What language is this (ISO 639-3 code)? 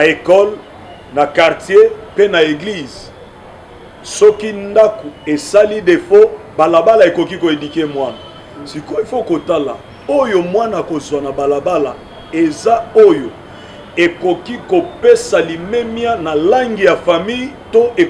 lin